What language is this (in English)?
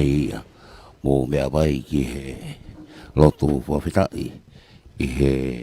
Tongan